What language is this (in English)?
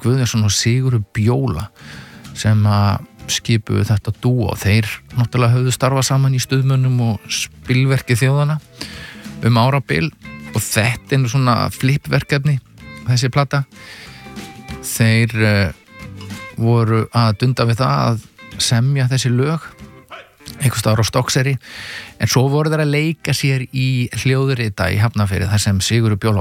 Icelandic